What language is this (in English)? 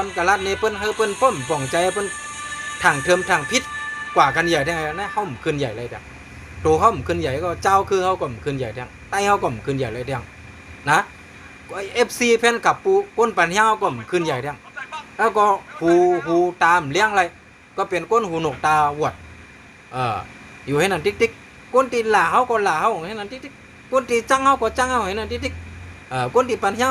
Shan